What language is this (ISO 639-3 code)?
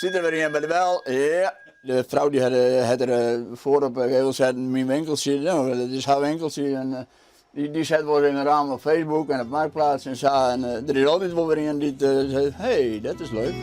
fry